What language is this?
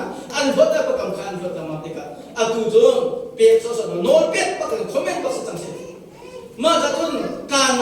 Hakha Chin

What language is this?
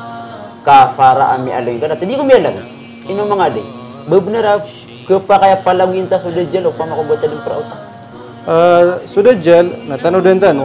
Maranao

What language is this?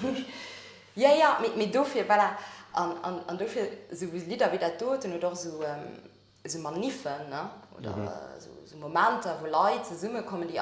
Luxembourgish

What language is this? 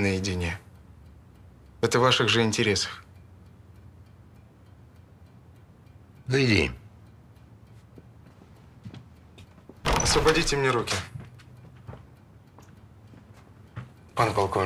Russian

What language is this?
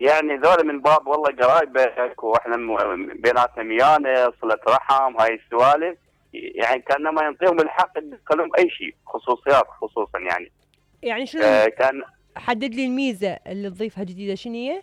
Mesopotamian Arabic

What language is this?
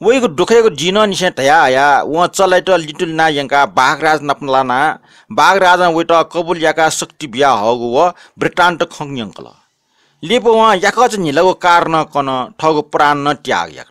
Newari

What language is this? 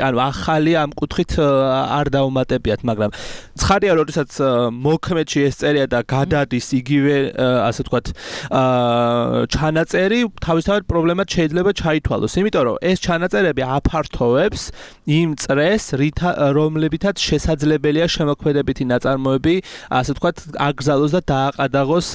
Georgian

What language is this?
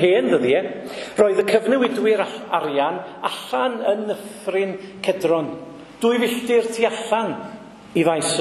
Welsh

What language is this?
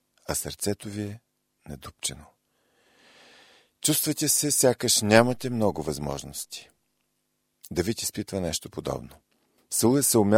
Bulgarian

